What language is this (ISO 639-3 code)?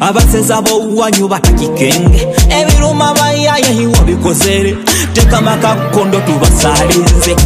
nyo